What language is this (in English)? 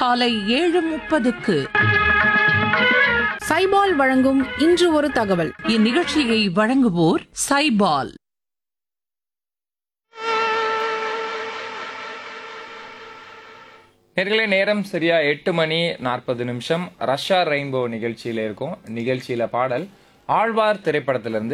Tamil